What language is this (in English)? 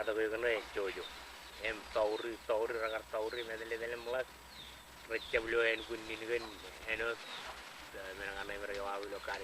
Marshallese